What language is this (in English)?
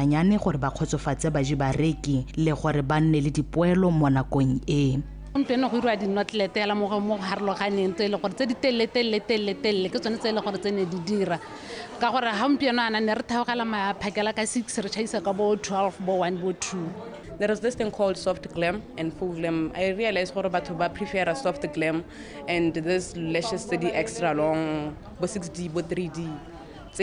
Tswana